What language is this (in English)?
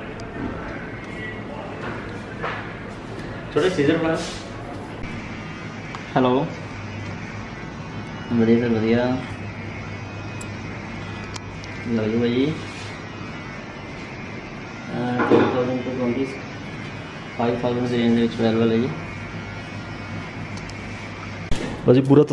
Punjabi